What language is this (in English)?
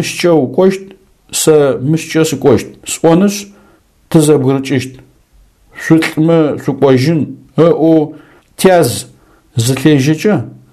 Adyghe